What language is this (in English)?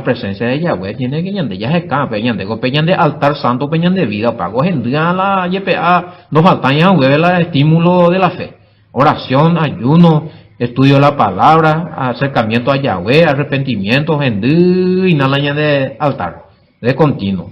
Guarani